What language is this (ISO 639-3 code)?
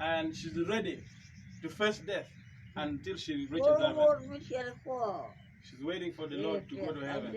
ach